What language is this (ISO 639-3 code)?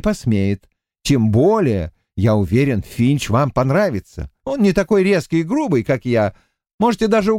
rus